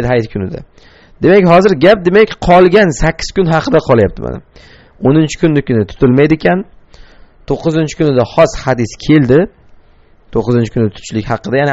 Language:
Uzbek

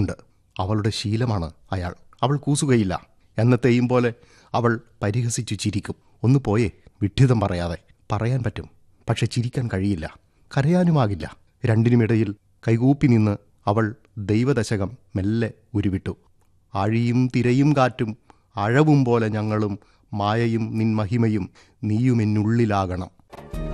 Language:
Malayalam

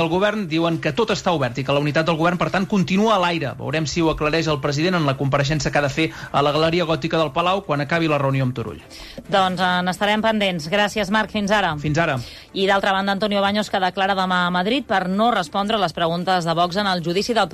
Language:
Catalan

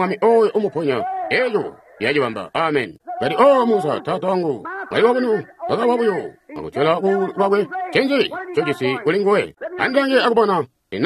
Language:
Tonga (Zambia)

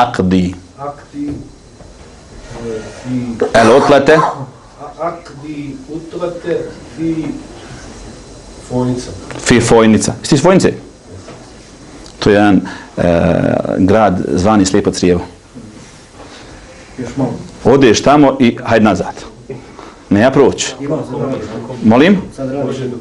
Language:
Bosnian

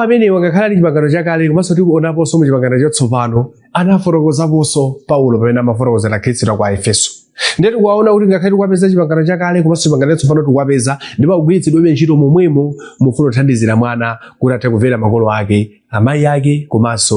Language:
Nyanja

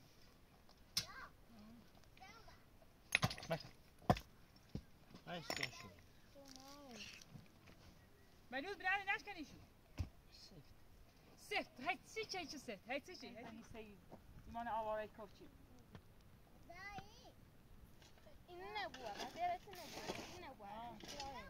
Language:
Persian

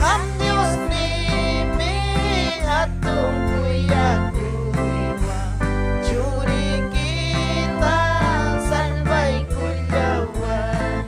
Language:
Ayacucho Quechua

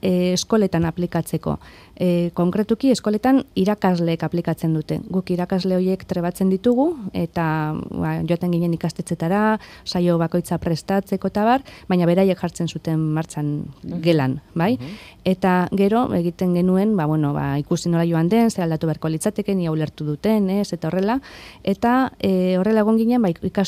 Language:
Basque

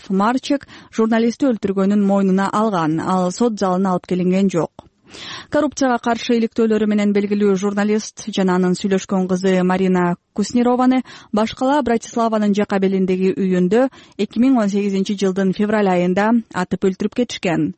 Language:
Kyrgyz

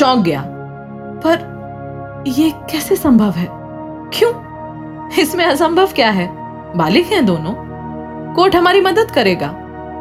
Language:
Hindi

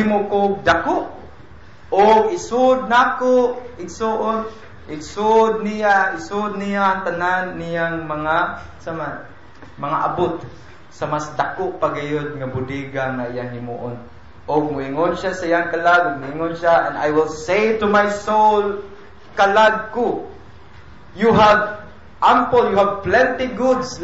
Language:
Cebuano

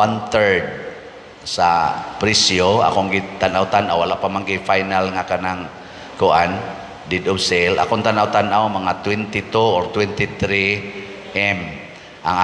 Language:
Cebuano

